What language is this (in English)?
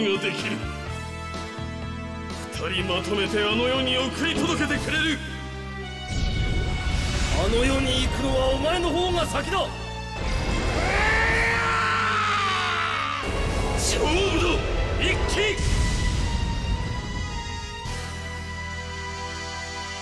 Japanese